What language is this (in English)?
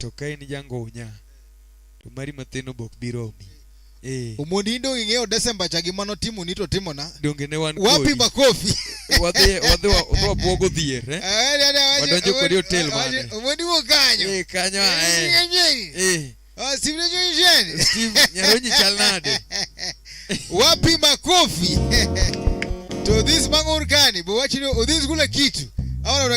Luo (Kenya and Tanzania)